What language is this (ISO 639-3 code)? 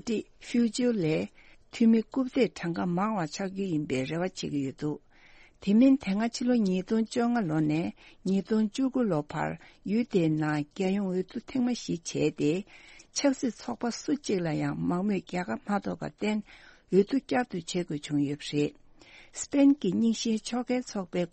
bod